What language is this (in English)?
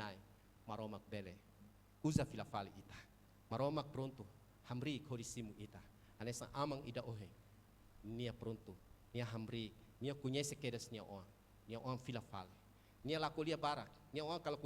Tetum